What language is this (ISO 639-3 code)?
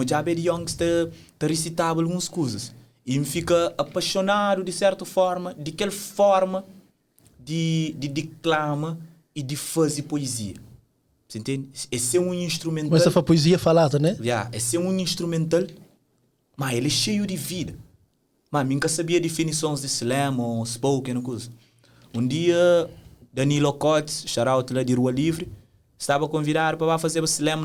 kea